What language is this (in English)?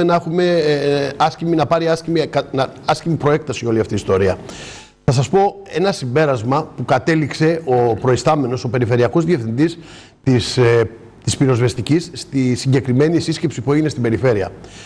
Greek